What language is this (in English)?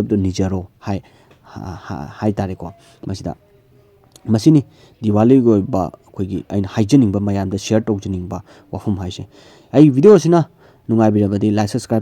Manipuri